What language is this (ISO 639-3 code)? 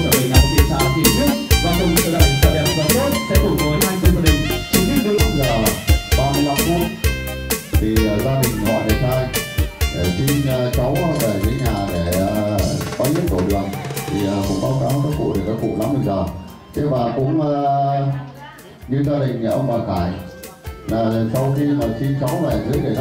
vie